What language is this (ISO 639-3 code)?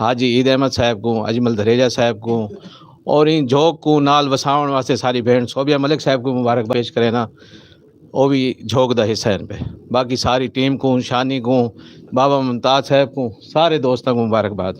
skr